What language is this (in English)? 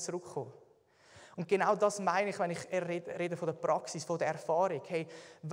Swiss German